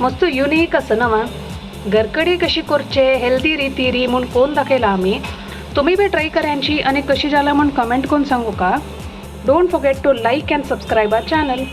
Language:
Konkani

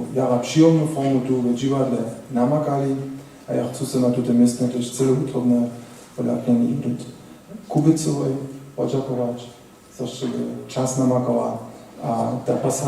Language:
Upper Sorbian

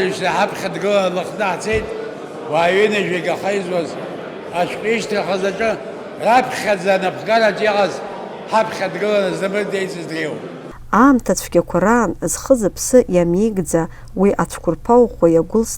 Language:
Abkhazian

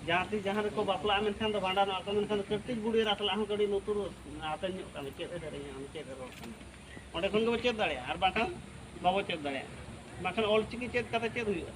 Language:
Santali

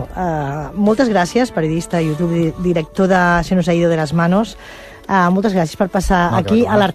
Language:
Catalan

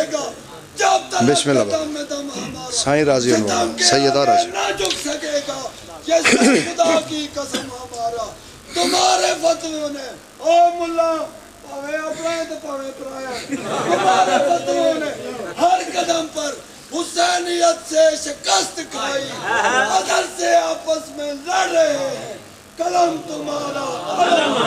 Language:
Pahari-Potwari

